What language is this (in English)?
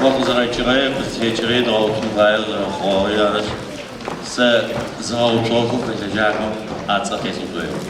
Adyghe